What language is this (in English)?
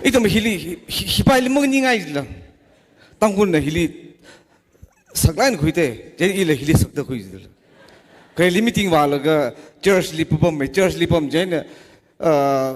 Tangkhul Naga (India)